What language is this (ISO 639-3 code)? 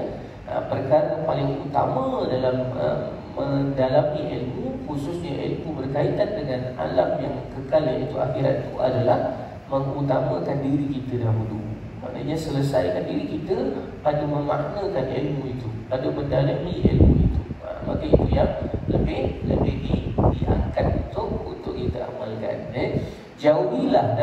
msa